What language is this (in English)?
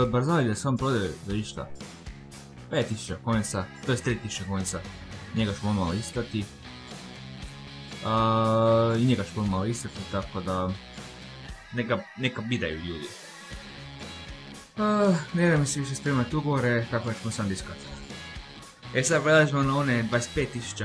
Croatian